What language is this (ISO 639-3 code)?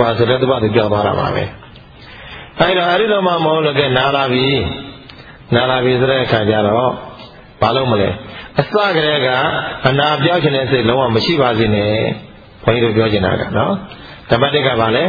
mya